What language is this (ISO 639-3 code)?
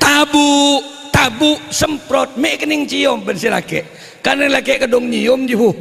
mad